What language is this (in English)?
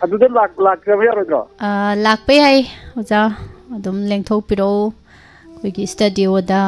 Manipuri